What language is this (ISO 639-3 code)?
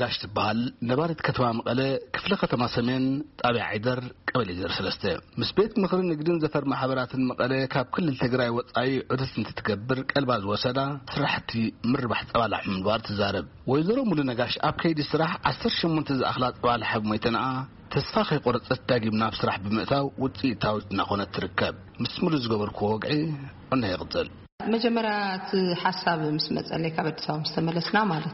tir